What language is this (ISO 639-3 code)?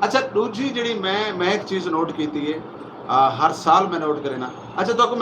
skr